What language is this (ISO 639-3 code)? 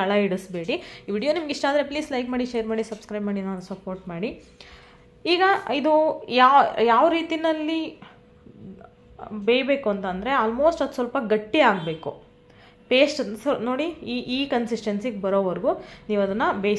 kan